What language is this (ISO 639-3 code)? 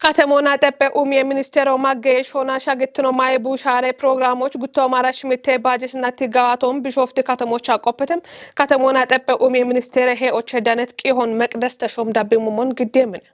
kbr